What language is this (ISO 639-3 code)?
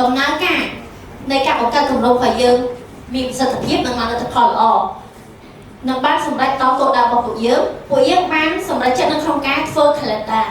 khm